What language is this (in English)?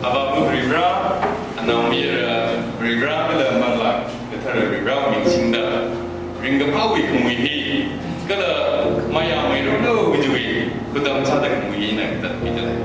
Tangkhul Naga (India)